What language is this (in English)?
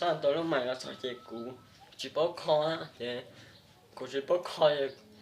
Hmong